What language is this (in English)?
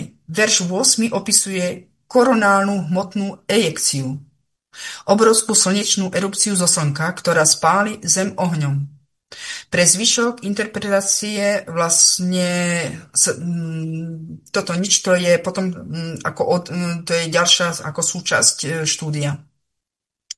Slovak